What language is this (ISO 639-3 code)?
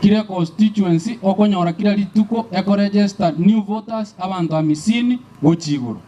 guz